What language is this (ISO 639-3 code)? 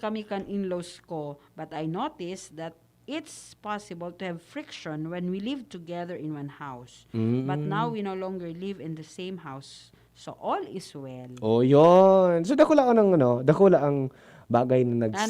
bik